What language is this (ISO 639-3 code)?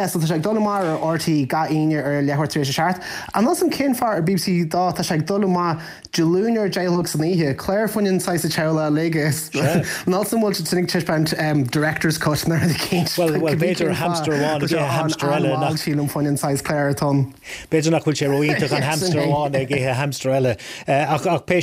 gle